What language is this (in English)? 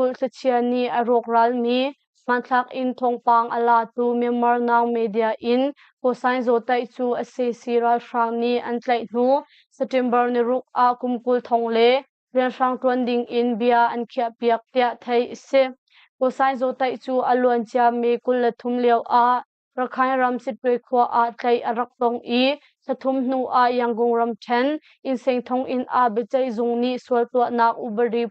Hakha Chin